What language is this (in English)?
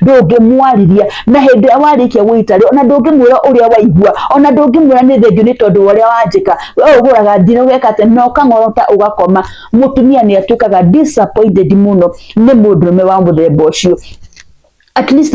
Kikuyu